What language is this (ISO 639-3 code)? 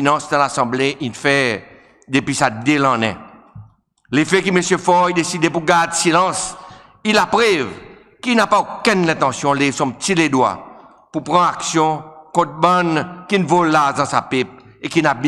crs